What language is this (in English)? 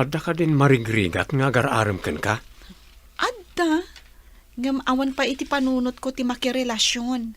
Iloko